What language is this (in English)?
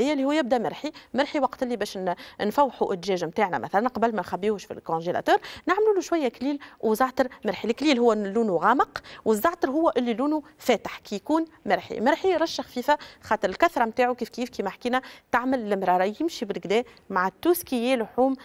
Tunisian Arabic